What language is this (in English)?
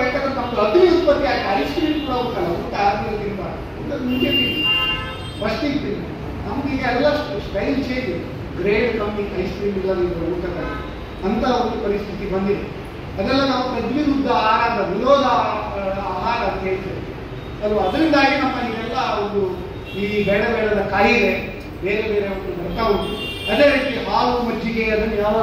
Kannada